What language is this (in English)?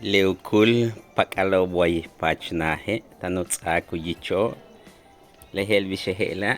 Yucateco